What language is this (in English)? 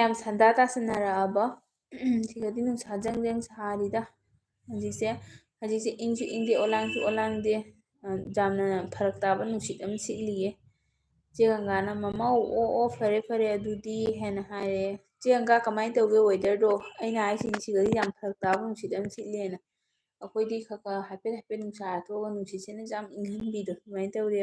Manipuri